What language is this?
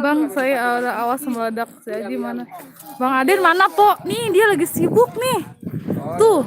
Betawi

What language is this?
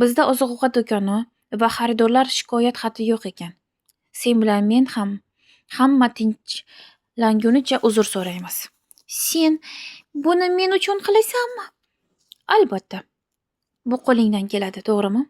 Uzbek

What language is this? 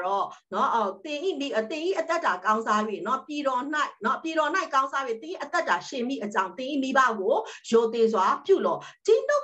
Burmese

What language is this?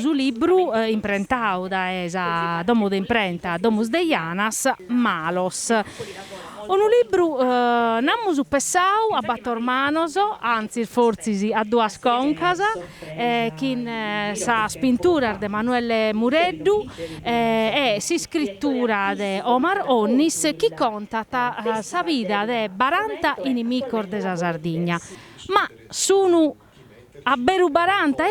Sardinian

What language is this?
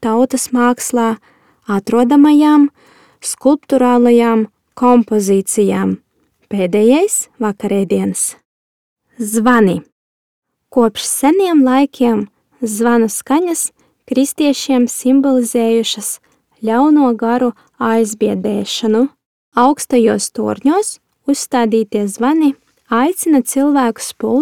Latvian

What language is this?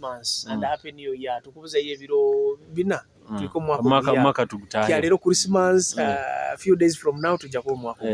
Nyoro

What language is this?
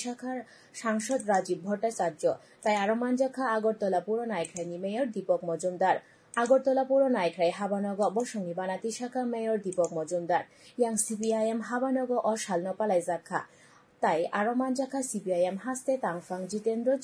Kok Borok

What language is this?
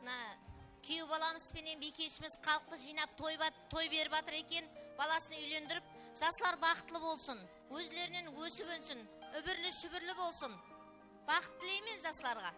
Kara-Kalpak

